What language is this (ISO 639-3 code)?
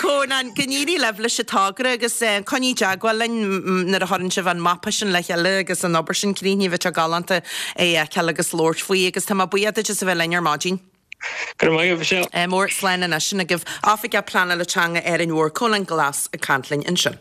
gle